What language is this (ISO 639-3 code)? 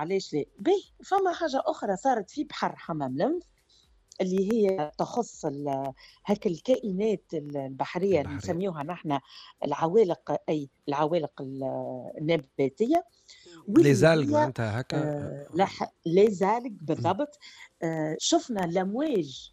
aeb